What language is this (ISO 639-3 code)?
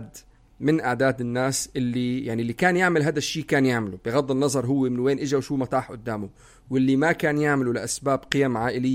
apc